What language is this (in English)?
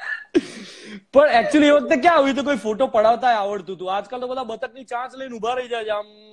Gujarati